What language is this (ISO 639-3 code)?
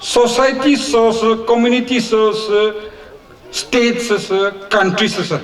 nri